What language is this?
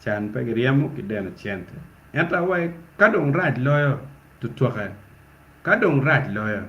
Acoli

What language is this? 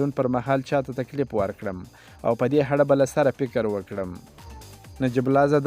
Pashto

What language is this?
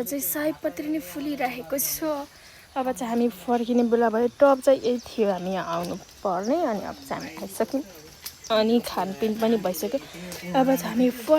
Nepali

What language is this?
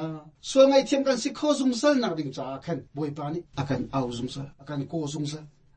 Hakha Chin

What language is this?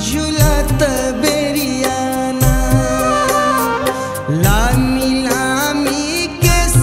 Bhojpuri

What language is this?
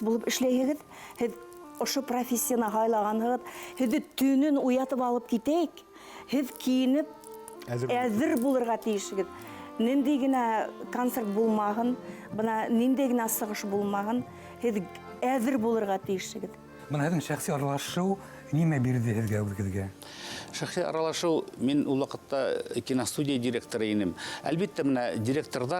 Bashkir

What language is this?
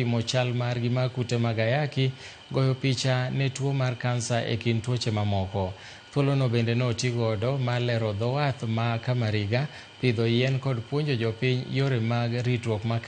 Luo (Kenya and Tanzania)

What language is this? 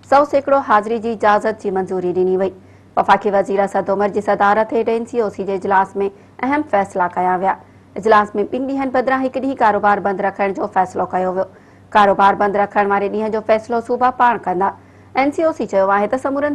Sindhi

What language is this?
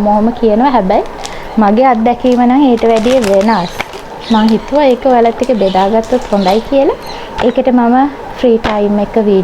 Sinhala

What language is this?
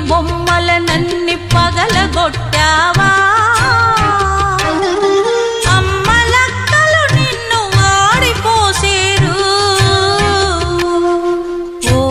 Telugu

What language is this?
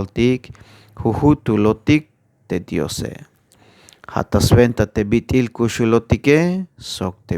Tzeltal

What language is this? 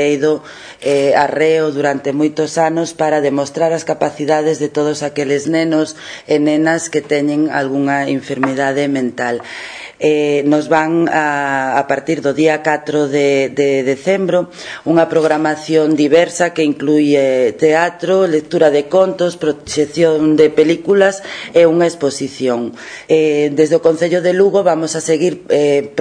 Galician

